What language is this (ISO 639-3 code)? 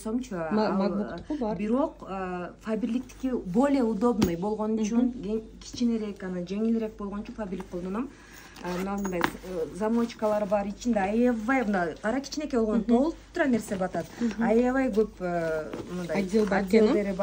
kir